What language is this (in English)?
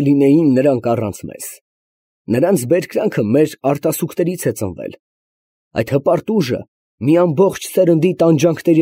Armenian